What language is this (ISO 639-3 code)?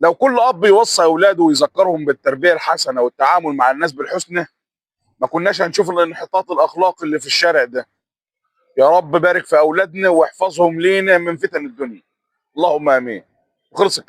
arz